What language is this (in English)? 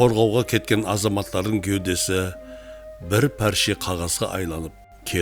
Kara-Kalpak